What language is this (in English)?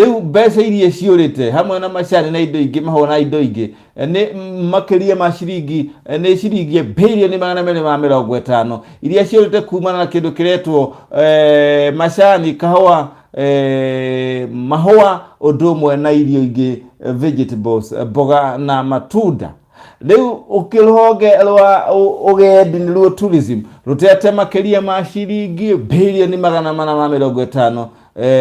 Kikuyu